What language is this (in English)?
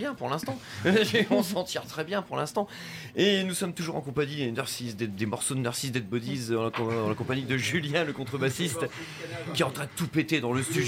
French